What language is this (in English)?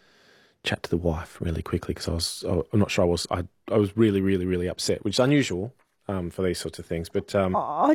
English